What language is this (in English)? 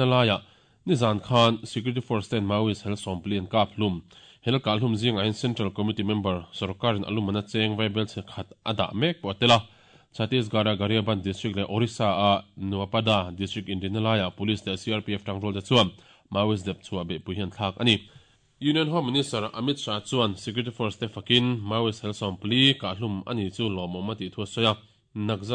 Mizo